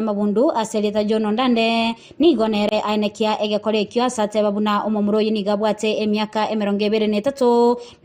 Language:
Gusii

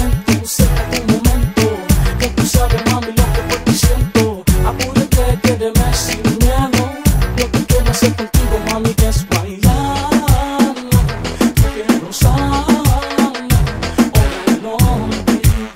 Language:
Spanish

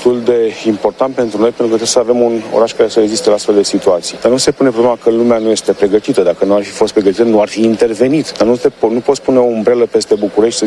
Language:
Romanian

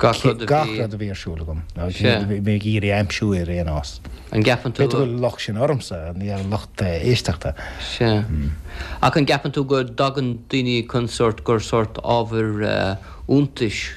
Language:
Irish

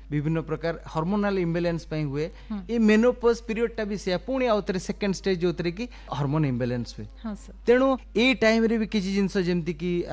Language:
Odia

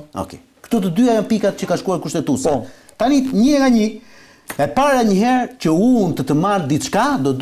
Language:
Albanian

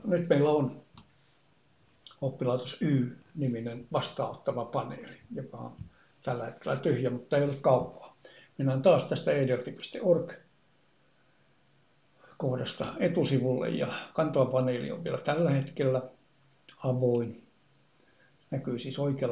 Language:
Finnish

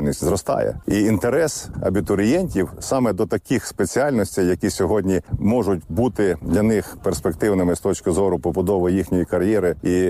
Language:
Ukrainian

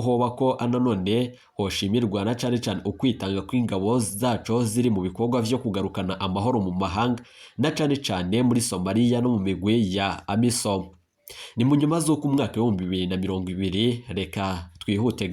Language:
Rundi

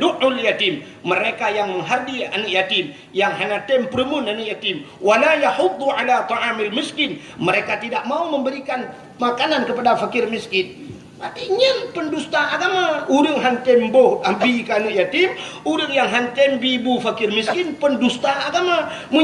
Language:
Achinese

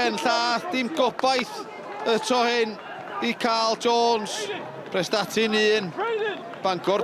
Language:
Welsh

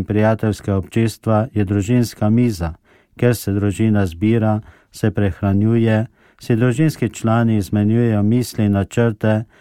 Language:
Slovenian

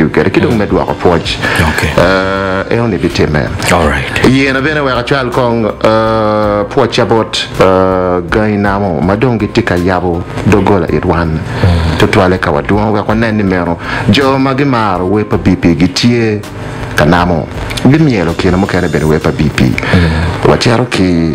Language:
Acoli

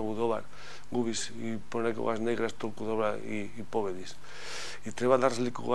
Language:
Macedonian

